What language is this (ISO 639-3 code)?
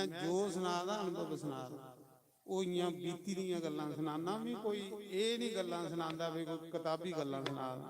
doi